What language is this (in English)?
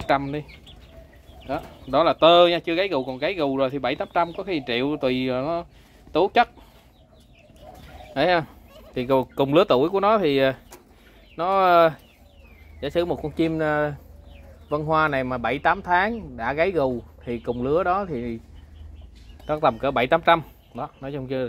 Vietnamese